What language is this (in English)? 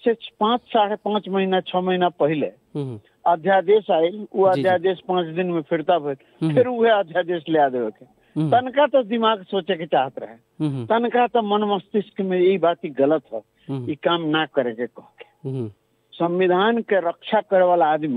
Bhojpuri